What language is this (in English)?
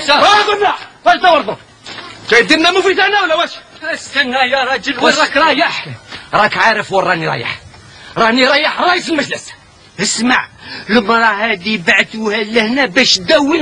Algerian Arabic